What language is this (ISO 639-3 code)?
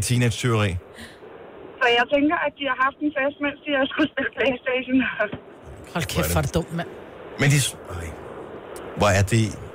dan